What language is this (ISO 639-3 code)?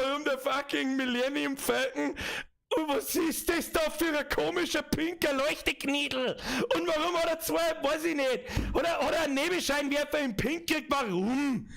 bar